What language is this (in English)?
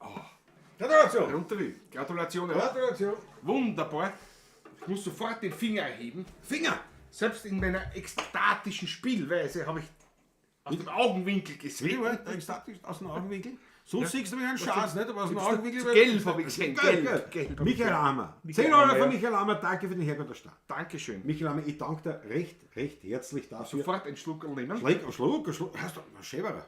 Bavarian